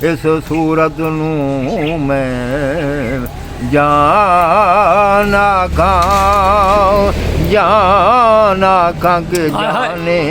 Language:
Saraiki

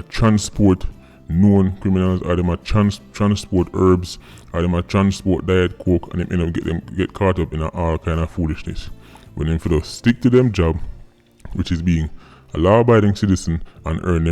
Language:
Jamaican Creole English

